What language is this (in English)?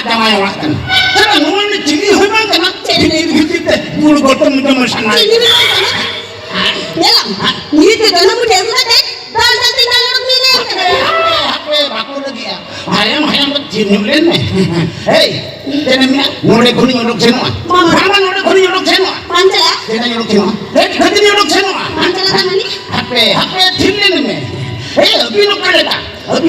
Santali